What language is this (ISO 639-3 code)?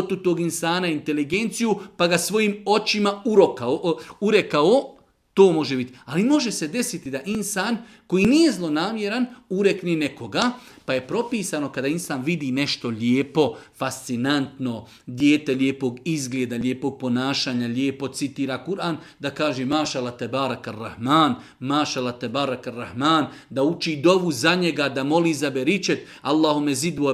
bos